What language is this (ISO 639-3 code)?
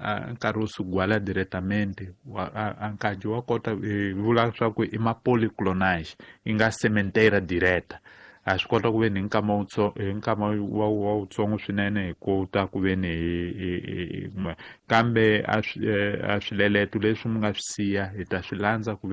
tso